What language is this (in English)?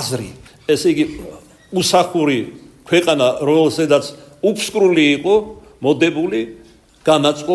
Georgian